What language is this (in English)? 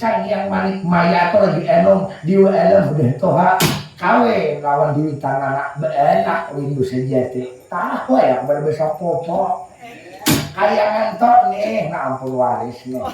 Banjar